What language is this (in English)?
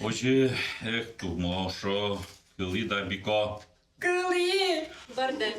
Udmurt